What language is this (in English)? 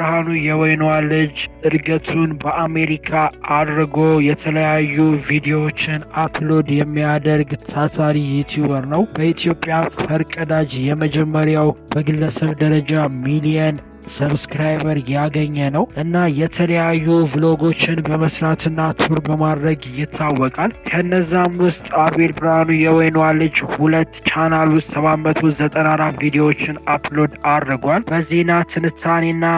Amharic